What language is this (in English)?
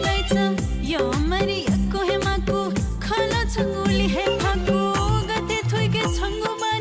Newari